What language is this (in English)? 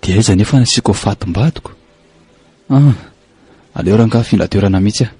Malagasy